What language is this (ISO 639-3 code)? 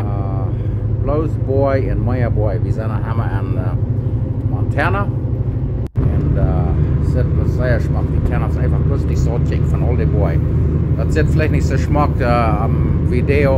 pdt